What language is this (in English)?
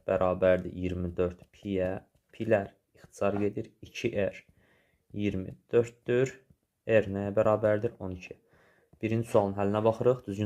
Azerbaijani